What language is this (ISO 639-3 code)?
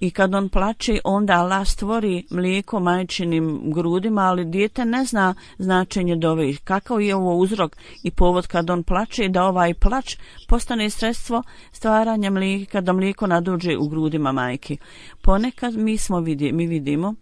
bos